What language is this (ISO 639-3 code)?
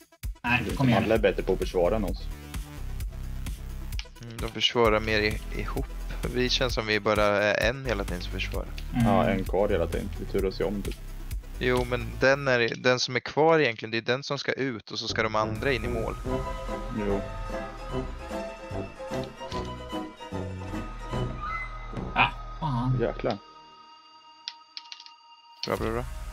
swe